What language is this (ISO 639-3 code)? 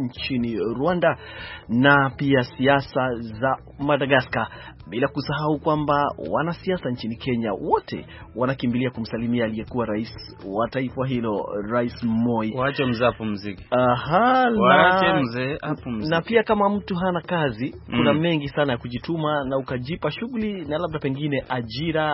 swa